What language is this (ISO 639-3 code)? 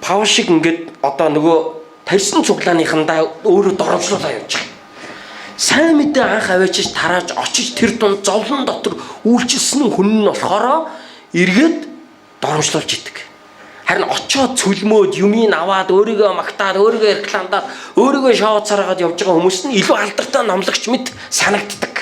mon